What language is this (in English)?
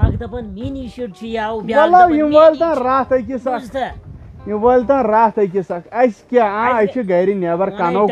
Kashmiri